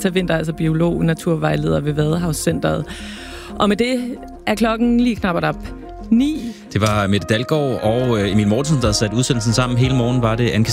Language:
Danish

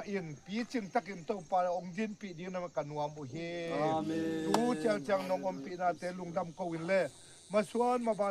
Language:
Tedim Chin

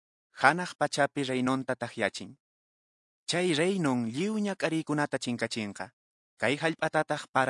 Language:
Quechua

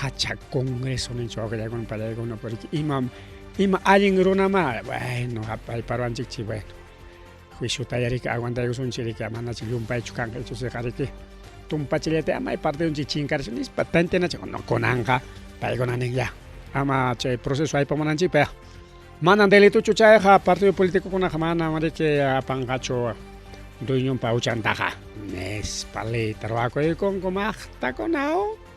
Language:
Ayacucho Quechua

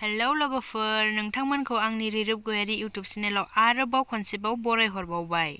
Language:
Bodo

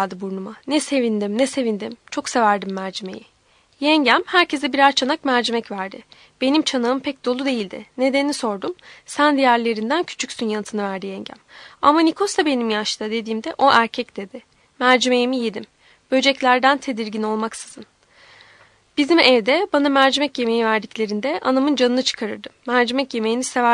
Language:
Turkish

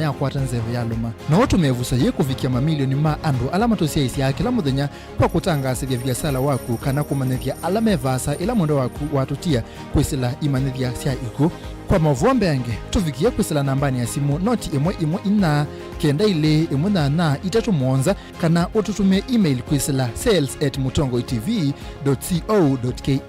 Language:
Kamba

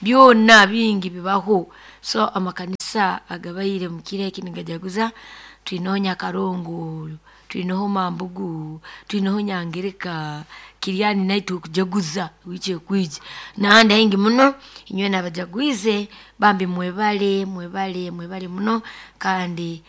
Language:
Nyoro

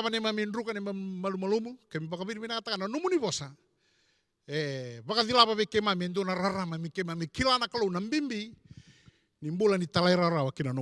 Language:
Fijian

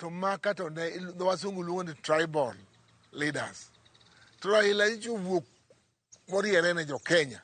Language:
Luo (Kenya and Tanzania)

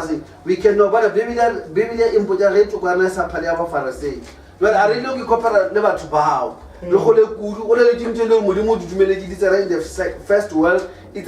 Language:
Northern Sotho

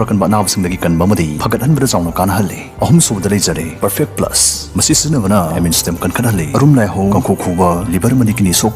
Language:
Manipuri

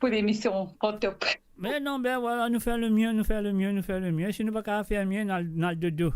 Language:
Morisyen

